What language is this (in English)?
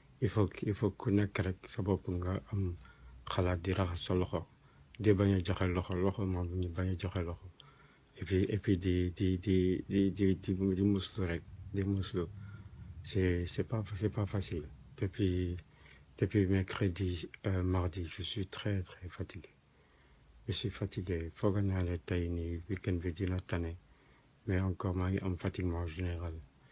Wolof